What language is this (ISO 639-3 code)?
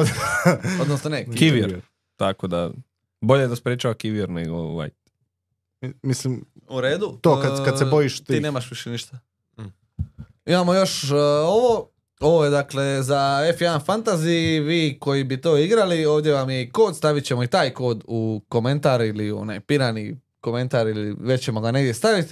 srp